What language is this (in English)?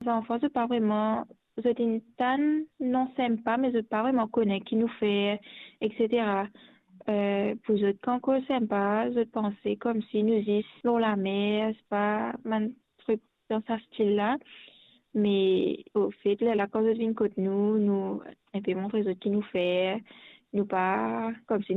Morisyen